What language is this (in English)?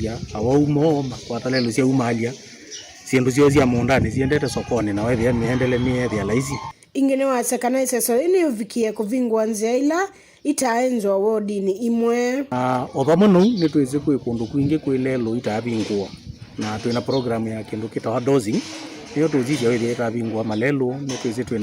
Kamba